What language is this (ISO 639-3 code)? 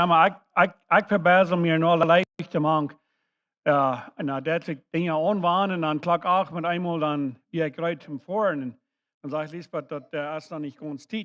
pdt